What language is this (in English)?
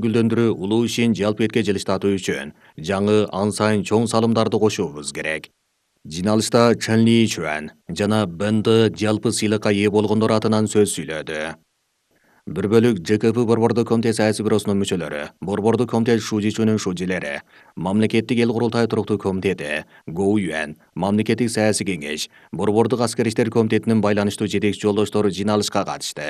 Kyrgyz